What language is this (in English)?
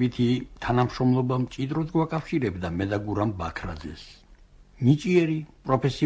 Georgian